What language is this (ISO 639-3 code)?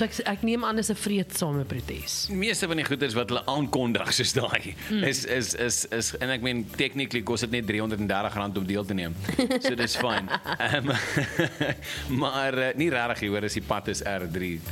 afr